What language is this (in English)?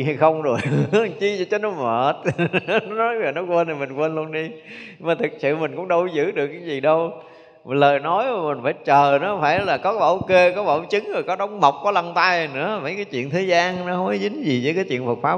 Vietnamese